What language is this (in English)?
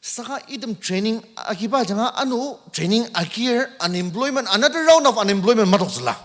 Ao Naga